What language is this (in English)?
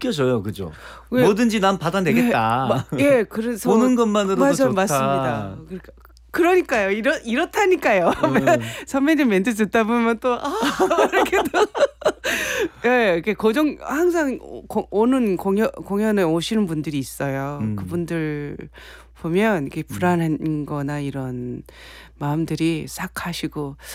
Korean